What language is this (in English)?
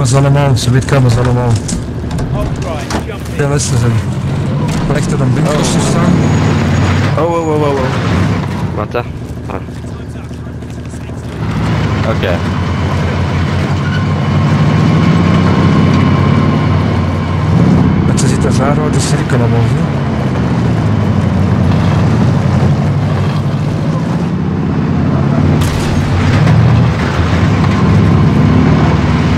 Dutch